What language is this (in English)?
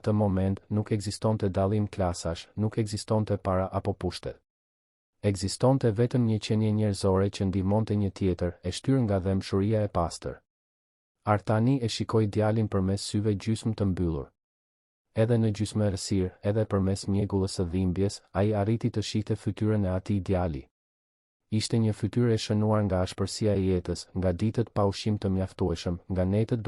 Albanian